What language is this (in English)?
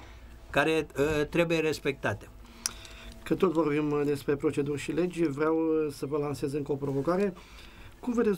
Romanian